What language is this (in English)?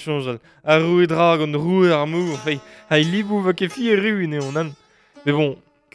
Breton